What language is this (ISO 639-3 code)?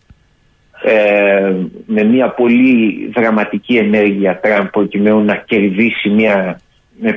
ell